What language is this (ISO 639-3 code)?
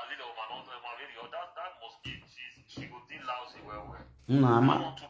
pcm